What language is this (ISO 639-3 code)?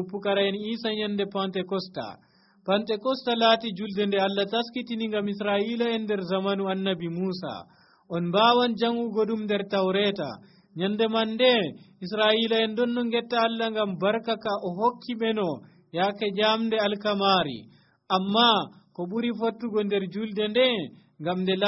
fuv